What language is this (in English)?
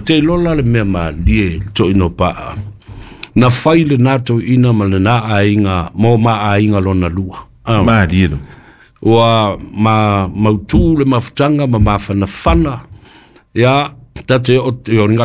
Samoan